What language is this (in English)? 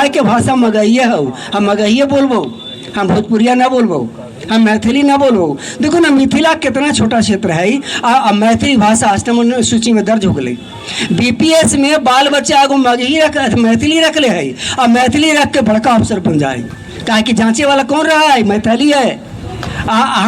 Magahi